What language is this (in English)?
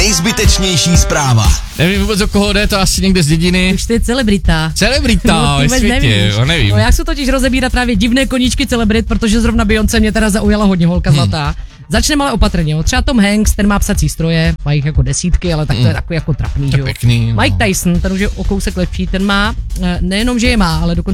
Czech